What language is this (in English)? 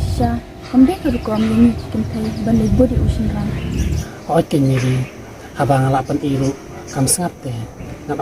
Khasi